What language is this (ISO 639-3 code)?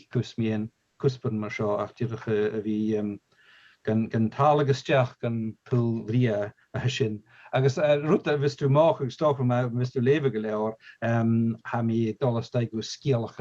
gla